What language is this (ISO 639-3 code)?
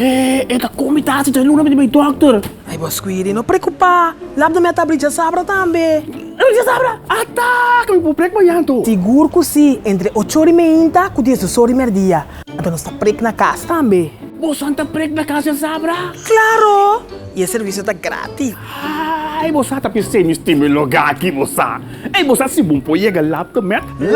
pap